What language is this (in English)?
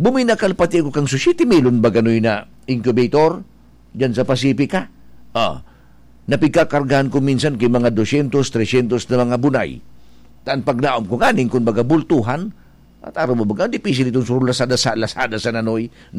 Bikol